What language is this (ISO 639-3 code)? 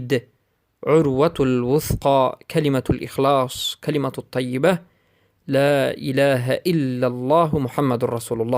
fas